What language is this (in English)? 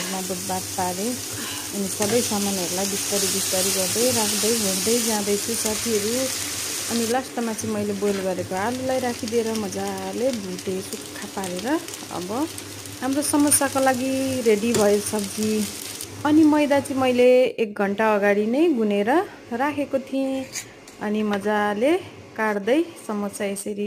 Nepali